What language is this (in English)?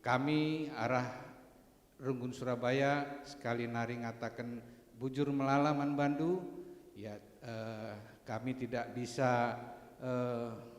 Batak Karo